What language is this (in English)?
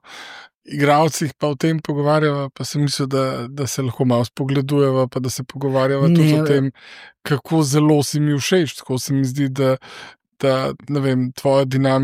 Slovenian